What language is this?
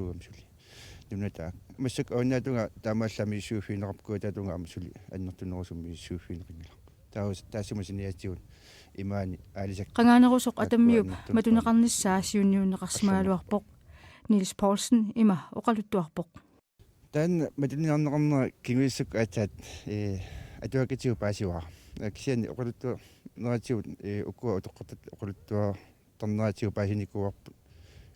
Kalaallisut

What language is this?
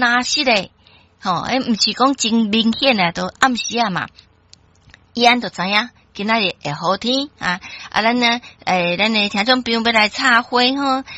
Min Nan Chinese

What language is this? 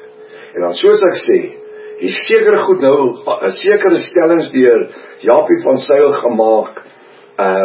Afrikaans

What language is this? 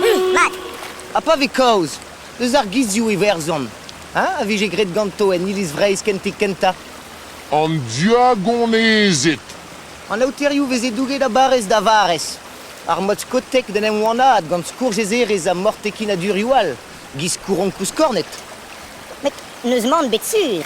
Breton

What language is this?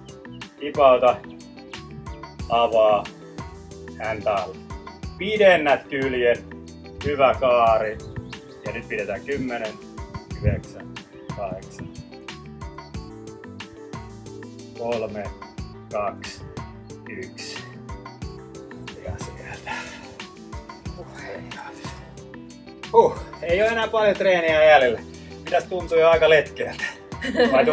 Finnish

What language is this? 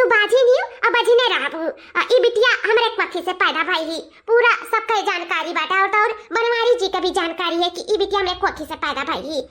Awadhi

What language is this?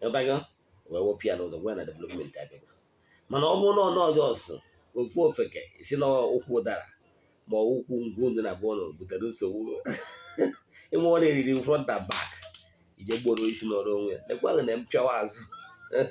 Igbo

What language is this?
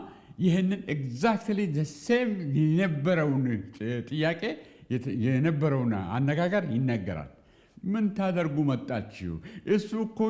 Amharic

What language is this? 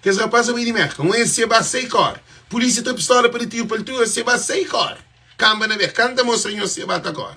Kabuverdianu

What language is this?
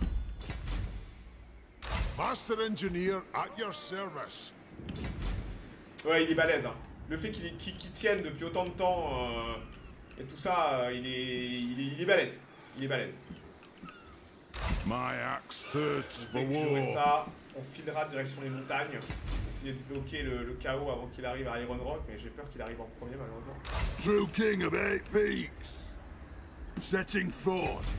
French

